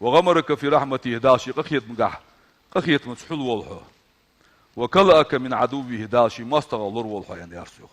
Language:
Ingush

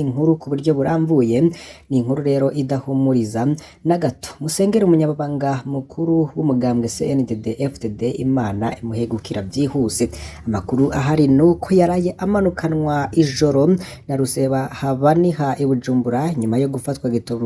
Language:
Rundi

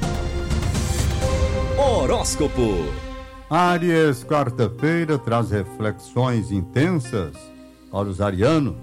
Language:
Portuguese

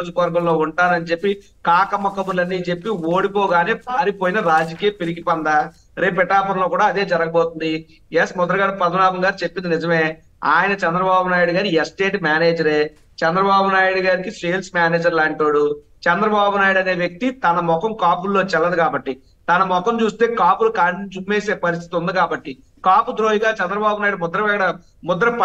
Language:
Telugu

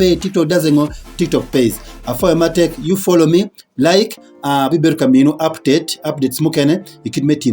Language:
Acoli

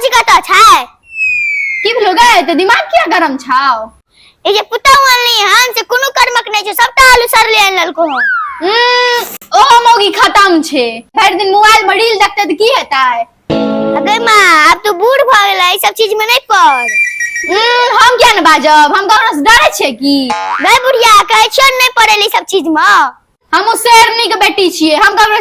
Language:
Maithili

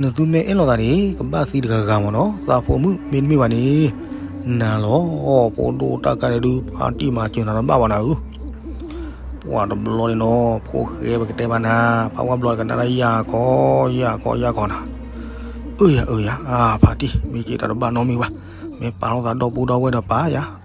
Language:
S'gaw Karen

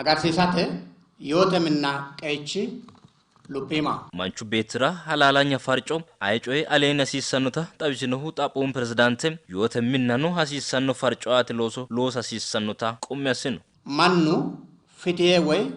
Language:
Sidamo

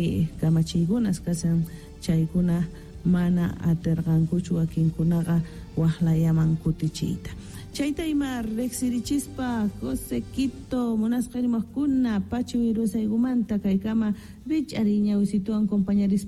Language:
South Bolivian Quechua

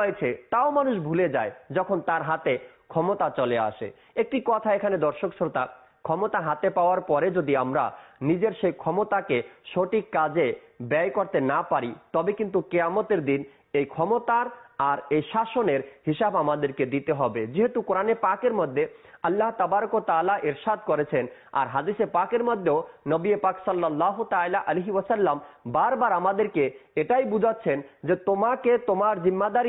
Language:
Bangla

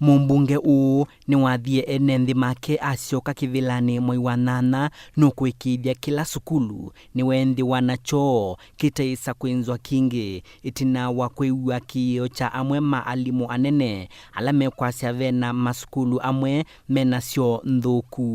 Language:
Kamba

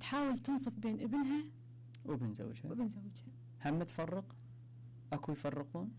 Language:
Mesopotamian Arabic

